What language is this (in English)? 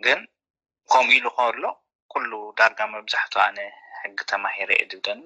Tigrinya